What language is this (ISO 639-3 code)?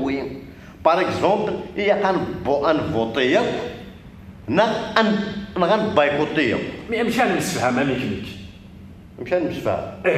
kab